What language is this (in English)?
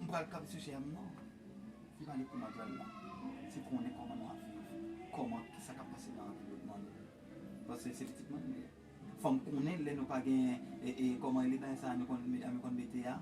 Haitian Creole